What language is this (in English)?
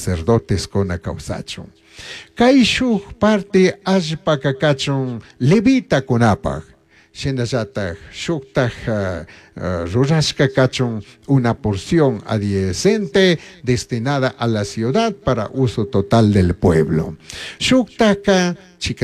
Chimborazo Highland Quichua